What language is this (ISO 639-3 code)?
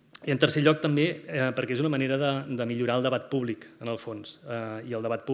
cat